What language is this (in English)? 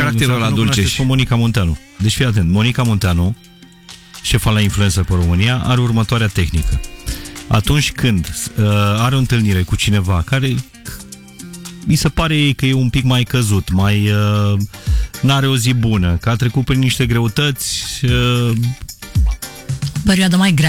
Romanian